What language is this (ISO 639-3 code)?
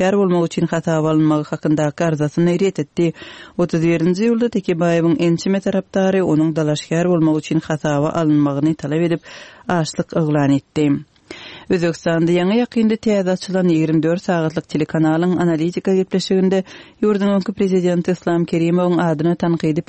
tuk